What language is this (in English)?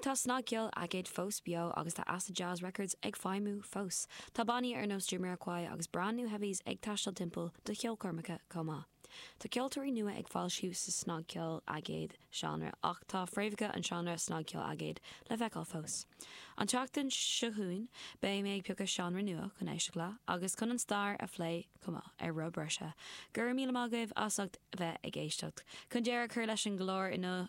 Irish